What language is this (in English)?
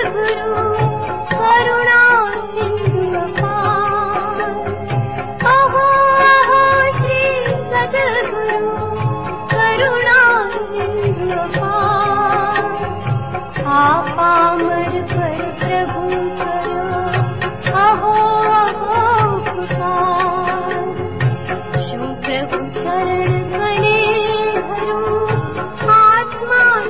Gujarati